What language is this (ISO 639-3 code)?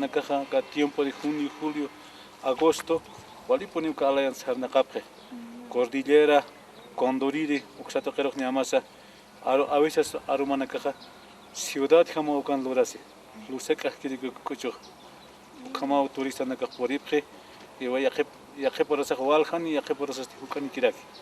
aym